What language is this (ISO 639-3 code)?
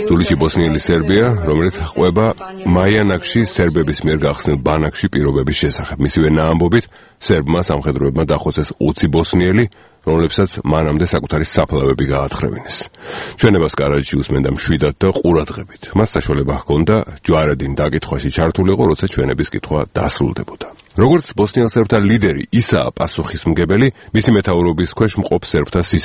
kat